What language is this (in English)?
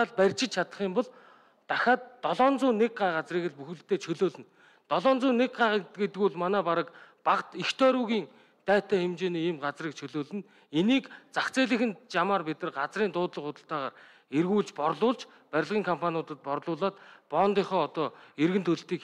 Mongolian